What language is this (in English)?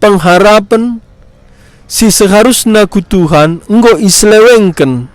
Batak Karo